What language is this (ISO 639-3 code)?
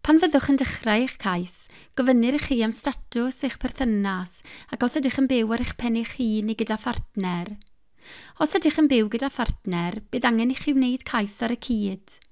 cym